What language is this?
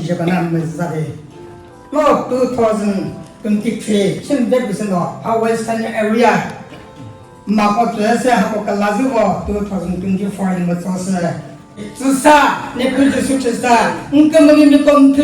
Chokri Naga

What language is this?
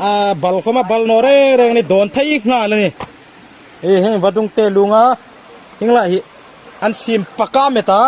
Hmar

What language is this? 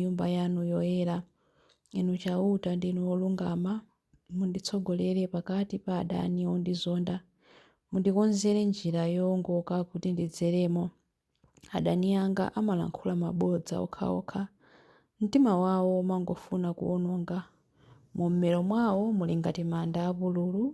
Nyanja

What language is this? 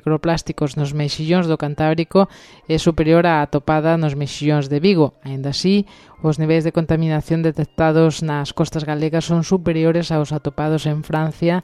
Galician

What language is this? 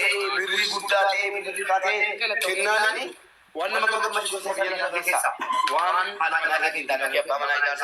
Oromo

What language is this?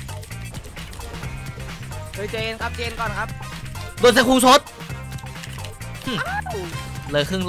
Thai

